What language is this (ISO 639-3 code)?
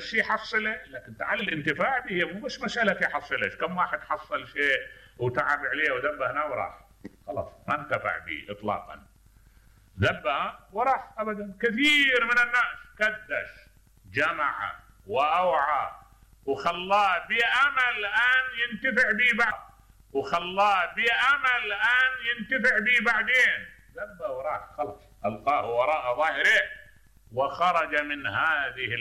acm